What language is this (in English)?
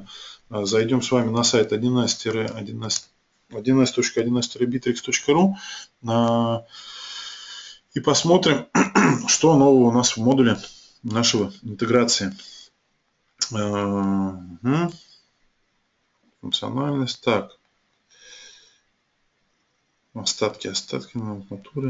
Russian